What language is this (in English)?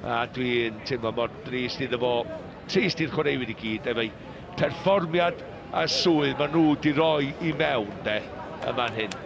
Welsh